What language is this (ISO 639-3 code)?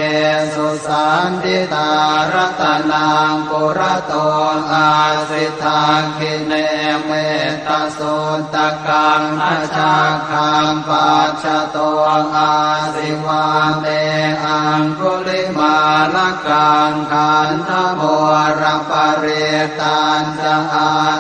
pli